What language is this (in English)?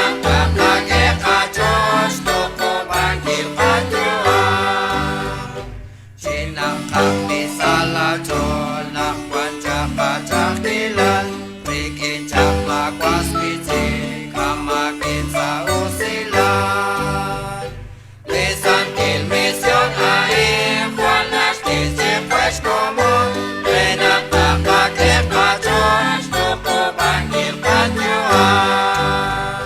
Kekchí